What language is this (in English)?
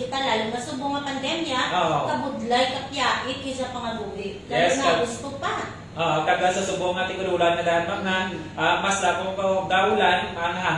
Hiligaynon